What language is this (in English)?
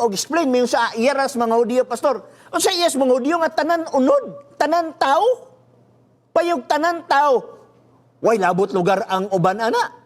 Cebuano